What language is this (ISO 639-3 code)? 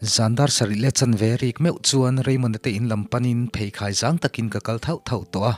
lus